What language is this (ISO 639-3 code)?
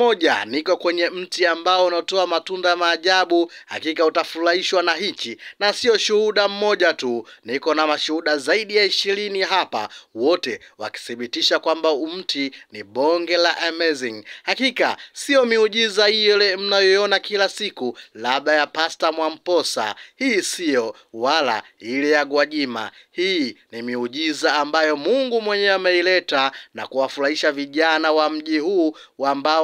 swa